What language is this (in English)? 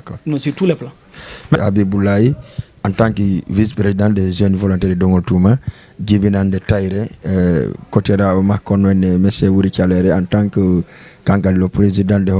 Fula